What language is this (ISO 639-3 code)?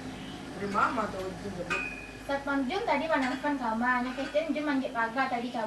min